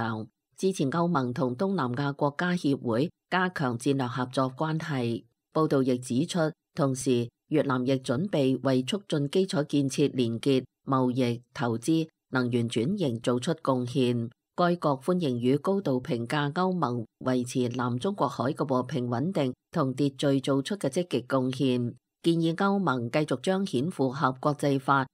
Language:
Cantonese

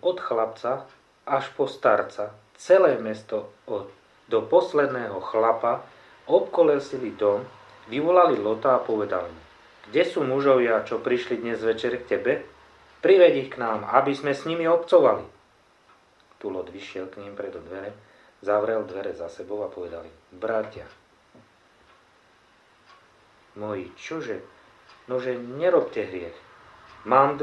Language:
Slovak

